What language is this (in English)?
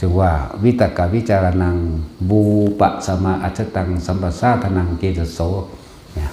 Northeastern Thai